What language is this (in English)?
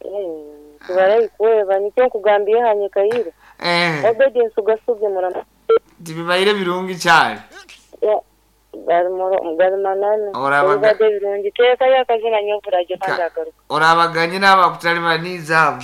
Nyoro